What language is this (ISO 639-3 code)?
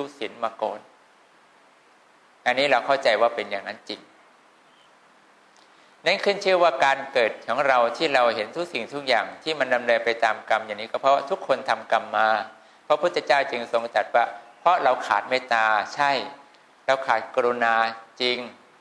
tha